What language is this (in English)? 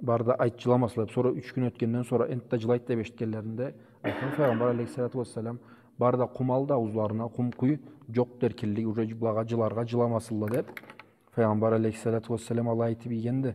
Karachay-Balkar